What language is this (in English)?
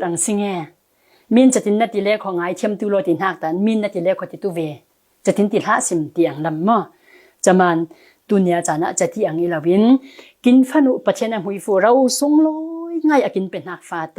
Falam Chin